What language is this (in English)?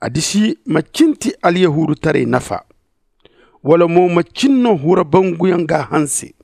Zarma